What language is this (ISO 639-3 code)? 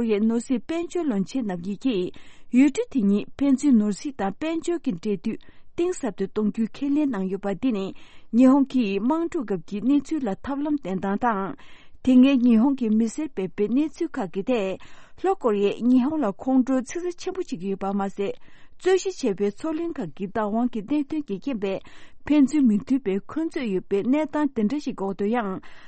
bod